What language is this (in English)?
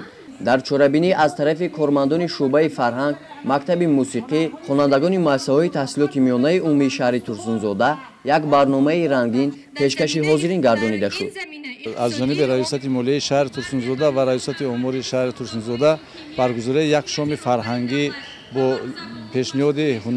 Tajik